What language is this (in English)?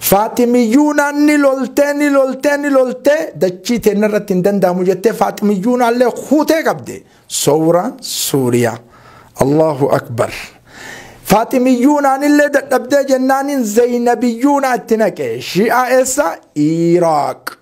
Oromo